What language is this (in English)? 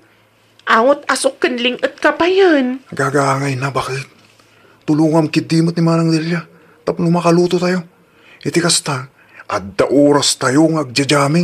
Iloko